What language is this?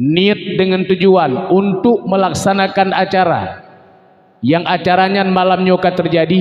Achinese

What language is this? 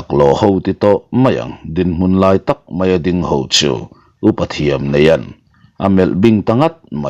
Mizo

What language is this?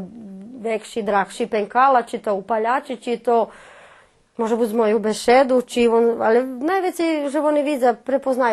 Rusyn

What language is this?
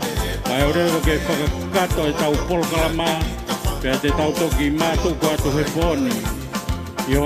Tongan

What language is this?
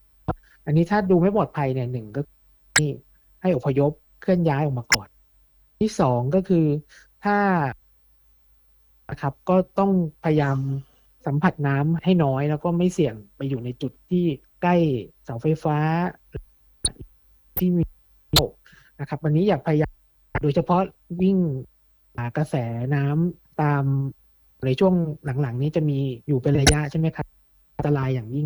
Thai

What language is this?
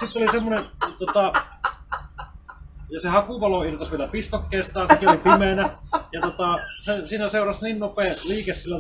Finnish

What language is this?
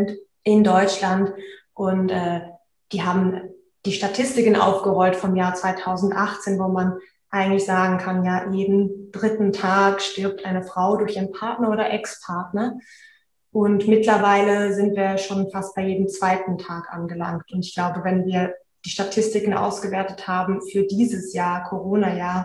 German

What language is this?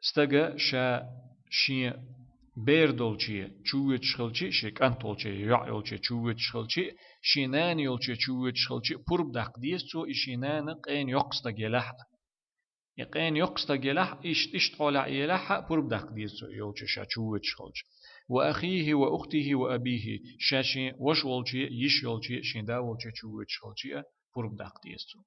Chechen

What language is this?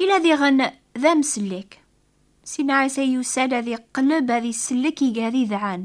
Kabyle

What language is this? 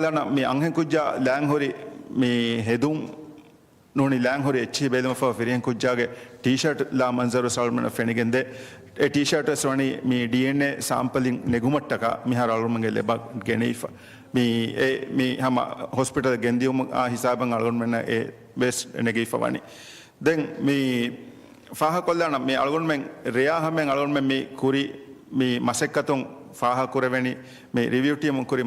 Divehi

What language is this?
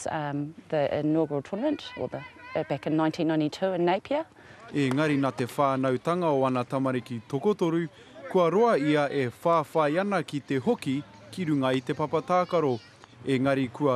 Māori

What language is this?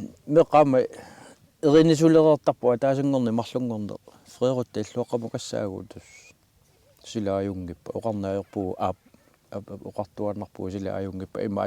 Kalaallisut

